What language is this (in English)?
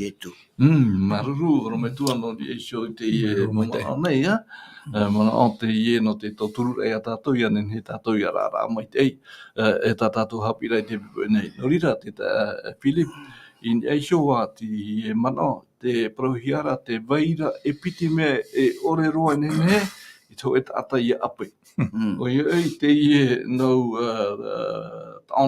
Tahitian